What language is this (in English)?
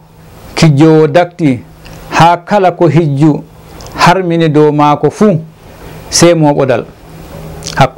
Fula